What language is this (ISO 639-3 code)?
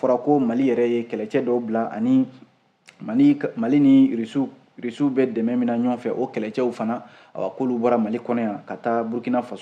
bam